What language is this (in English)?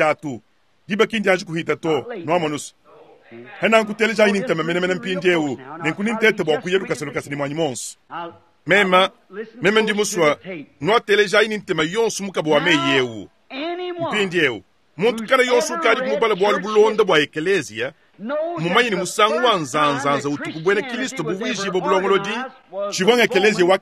Luba-Lulua